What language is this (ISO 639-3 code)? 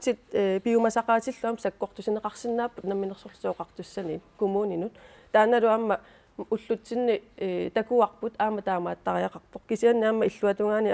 kal